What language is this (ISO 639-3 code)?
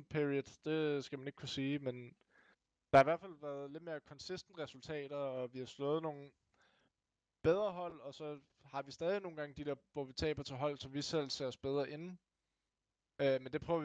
dan